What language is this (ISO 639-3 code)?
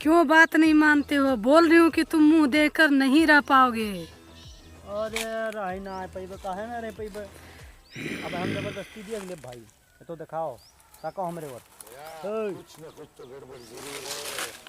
awa